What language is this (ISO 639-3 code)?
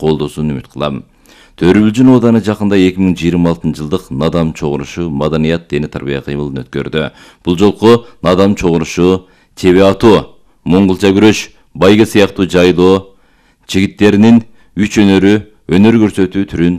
kir